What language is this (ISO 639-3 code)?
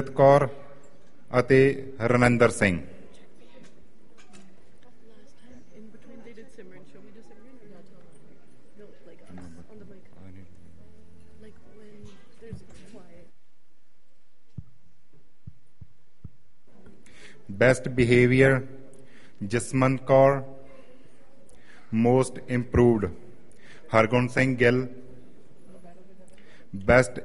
pan